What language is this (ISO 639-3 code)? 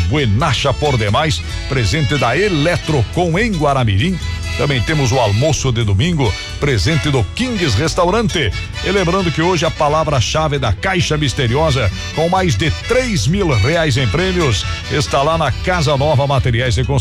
por